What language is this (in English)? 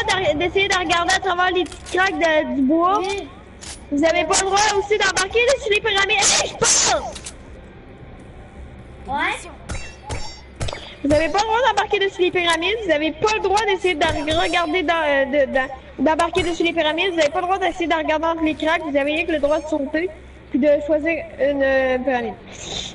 French